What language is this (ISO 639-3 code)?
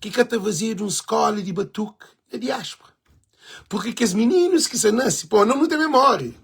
kea